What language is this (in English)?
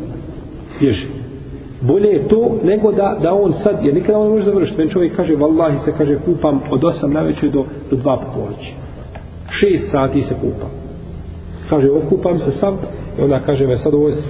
Bosnian